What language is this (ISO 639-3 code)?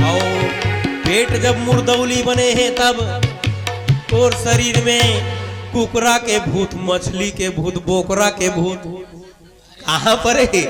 hne